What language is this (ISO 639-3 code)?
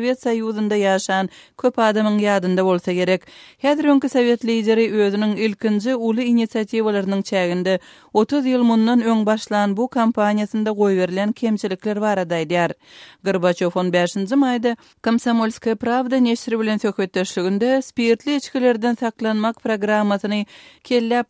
tuk